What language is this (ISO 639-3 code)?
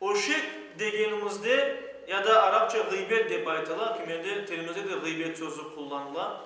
crh